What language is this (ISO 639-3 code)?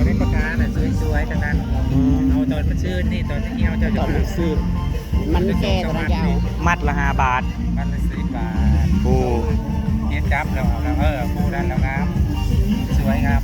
tts